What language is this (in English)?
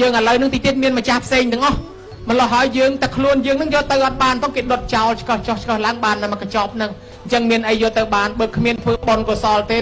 Khmer